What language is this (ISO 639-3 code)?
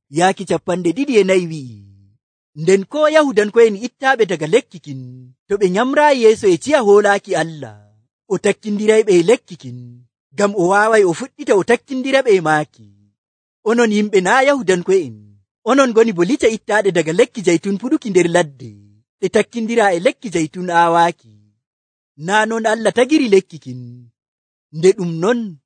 fuv